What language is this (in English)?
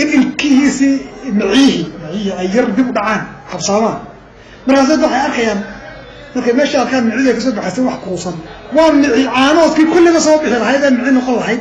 Somali